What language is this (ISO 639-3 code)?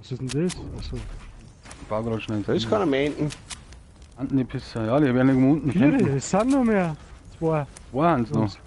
bar